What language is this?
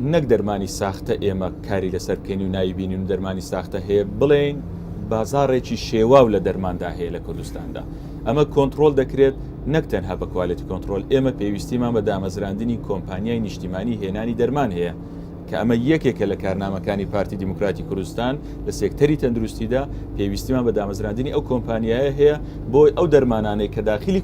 Central Kurdish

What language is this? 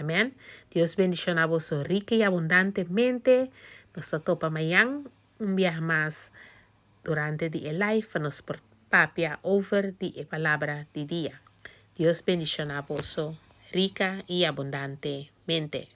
Papiamento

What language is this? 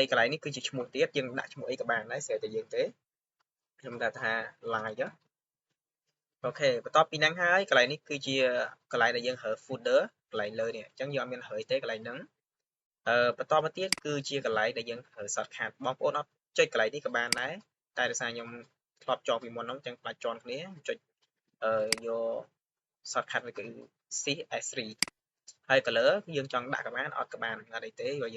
Khmer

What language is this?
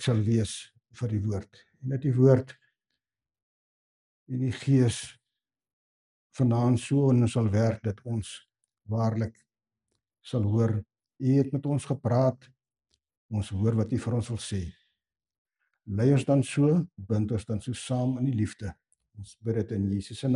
Afrikaans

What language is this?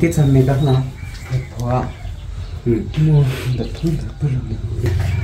Vietnamese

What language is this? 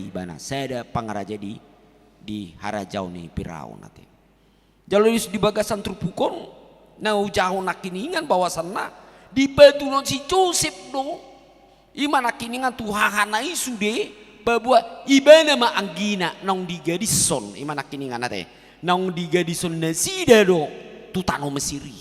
Batak Toba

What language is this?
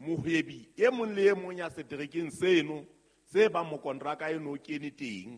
Southern Sotho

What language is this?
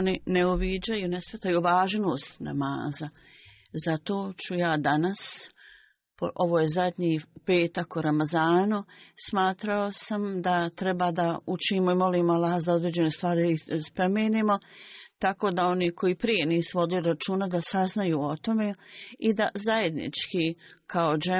Bosnian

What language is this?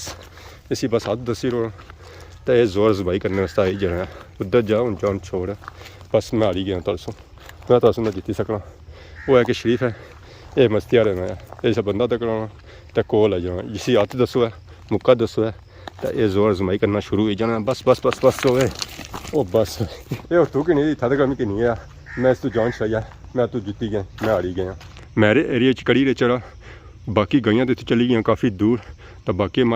Pahari-Potwari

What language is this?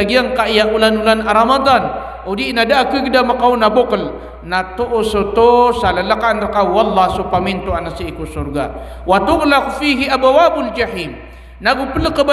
Maranao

